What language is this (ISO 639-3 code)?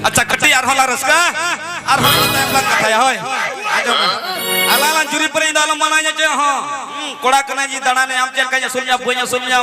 sat